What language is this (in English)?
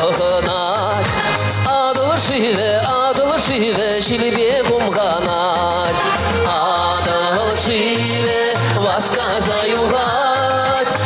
Chuvash